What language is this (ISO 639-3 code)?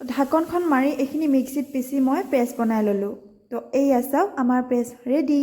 asm